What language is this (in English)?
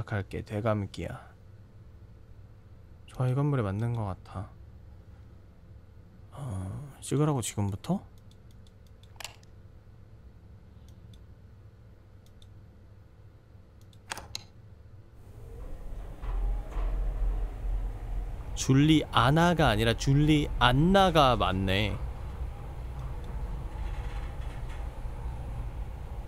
Korean